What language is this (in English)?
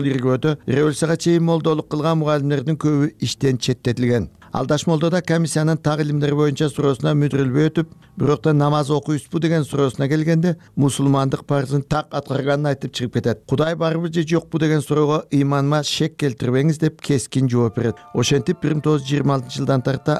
Kyrgyz